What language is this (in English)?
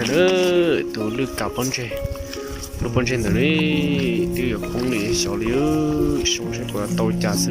Hmong